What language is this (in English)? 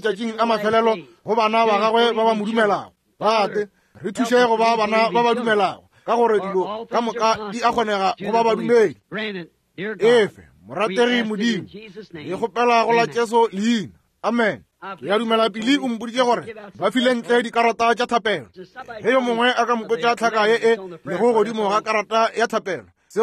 Northern Sotho